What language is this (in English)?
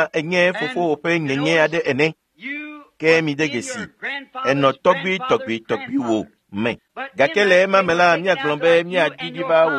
Ewe